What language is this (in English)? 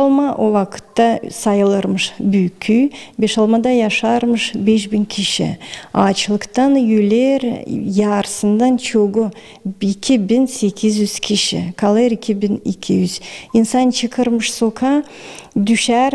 Gagauz